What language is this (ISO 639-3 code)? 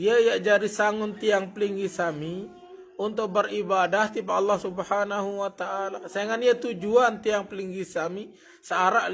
sas